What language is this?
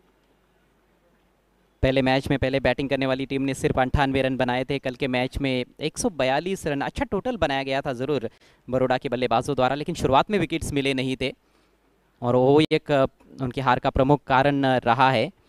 Hindi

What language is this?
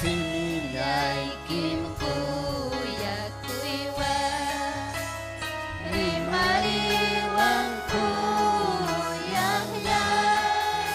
Ayacucho Quechua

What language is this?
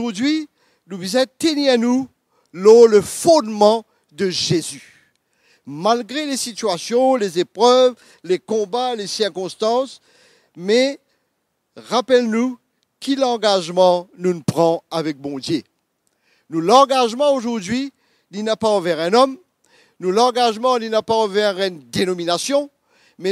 Morisyen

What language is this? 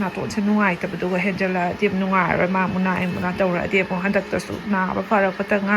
Manipuri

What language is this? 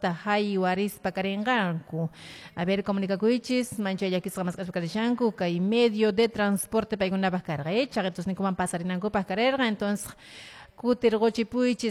Quechua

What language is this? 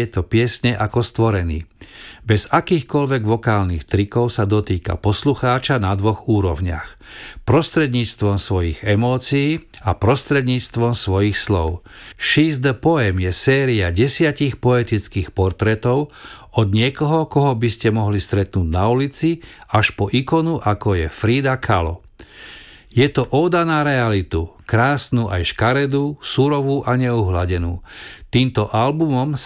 Slovak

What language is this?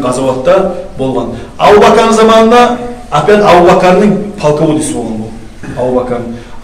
Kumyk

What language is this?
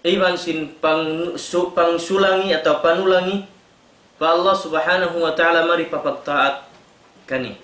Tausug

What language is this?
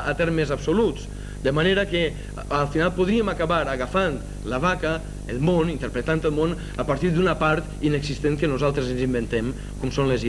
Catalan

